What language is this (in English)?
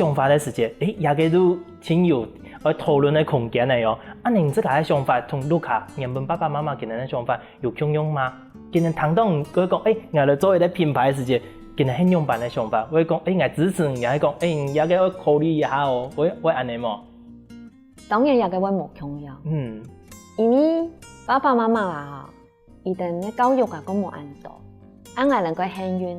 Hakka Chinese